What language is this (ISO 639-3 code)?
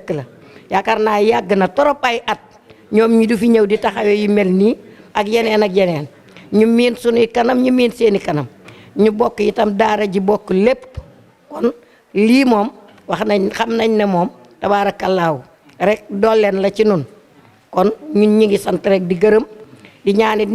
wol